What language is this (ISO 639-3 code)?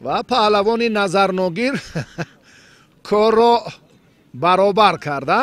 tgk